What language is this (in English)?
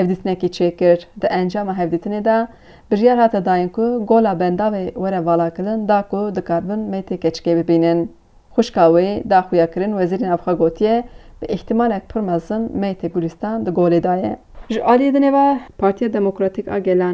Kurdish